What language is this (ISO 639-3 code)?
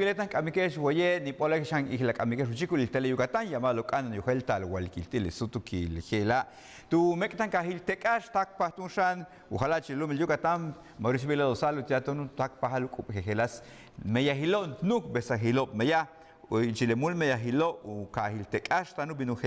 yua